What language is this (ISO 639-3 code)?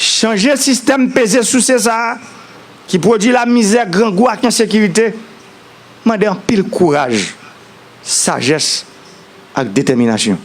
hat